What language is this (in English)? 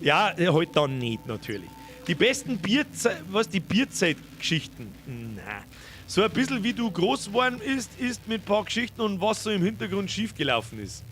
Bavarian